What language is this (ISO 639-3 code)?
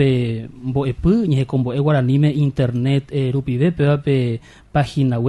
grn